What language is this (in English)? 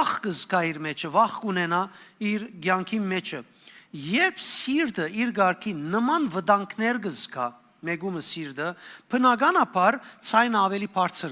Western Armenian